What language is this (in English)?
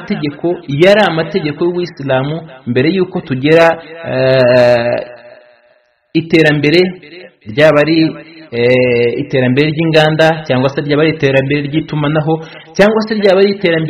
Kinyarwanda